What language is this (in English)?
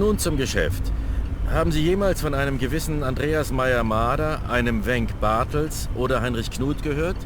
Bavarian